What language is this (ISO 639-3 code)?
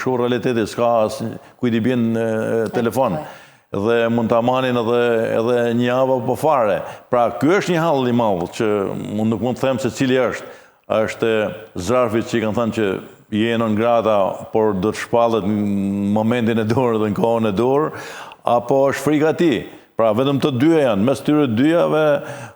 sqi